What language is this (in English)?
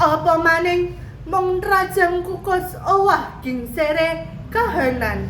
Javanese